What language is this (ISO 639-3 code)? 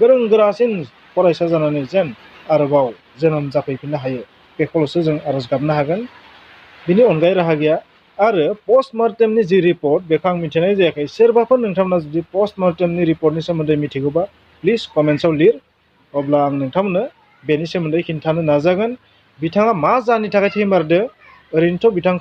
brx